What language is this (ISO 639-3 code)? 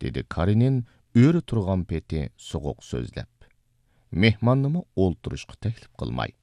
uig